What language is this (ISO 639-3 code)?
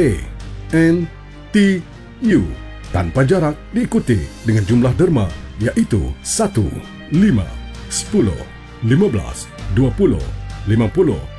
msa